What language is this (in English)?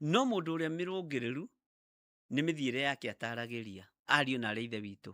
Kikuyu